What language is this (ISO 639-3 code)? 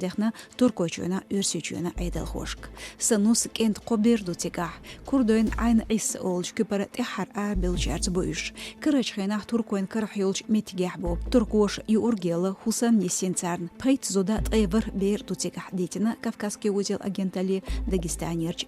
che